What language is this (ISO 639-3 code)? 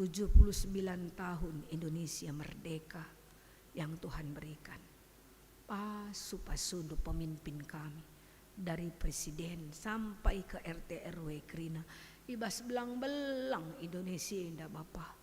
btx